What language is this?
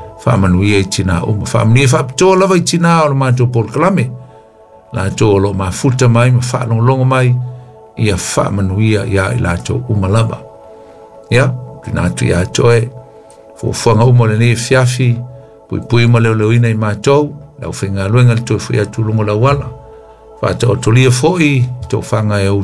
Samoan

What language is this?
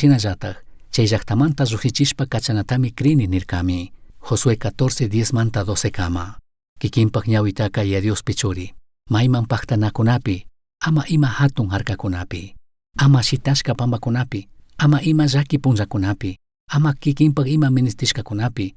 Chimborazo Highland Quichua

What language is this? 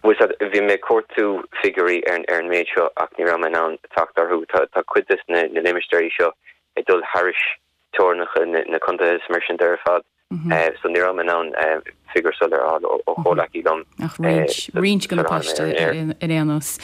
Irish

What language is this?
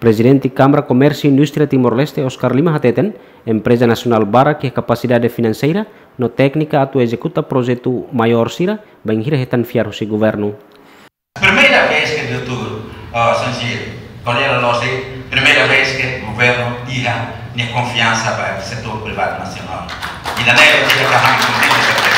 Tetum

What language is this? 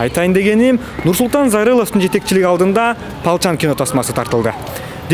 Kyrgyz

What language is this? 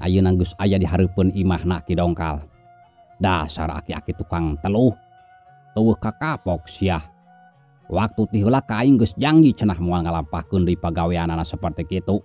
Sundanese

